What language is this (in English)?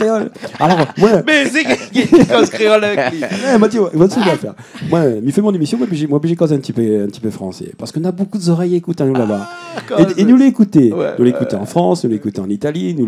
Réunion Creole French